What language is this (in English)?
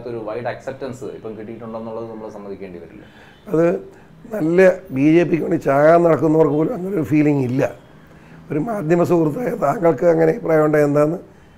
Malayalam